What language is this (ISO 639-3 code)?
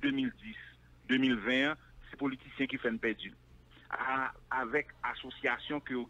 fra